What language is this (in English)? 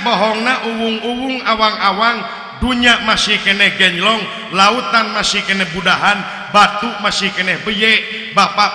Sundanese